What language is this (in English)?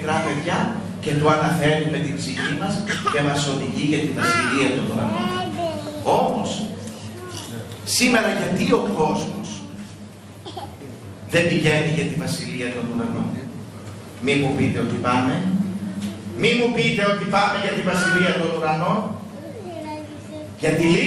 Greek